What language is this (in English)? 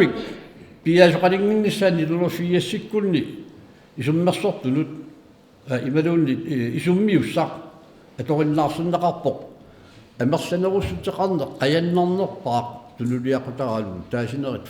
Kalaallisut